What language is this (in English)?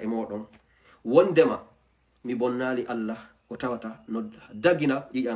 Fula